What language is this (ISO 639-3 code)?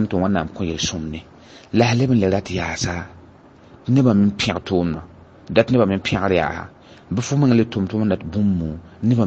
mos